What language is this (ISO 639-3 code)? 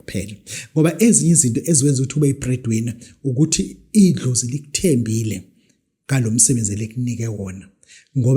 zul